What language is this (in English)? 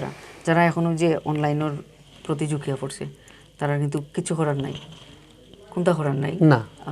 Sylheti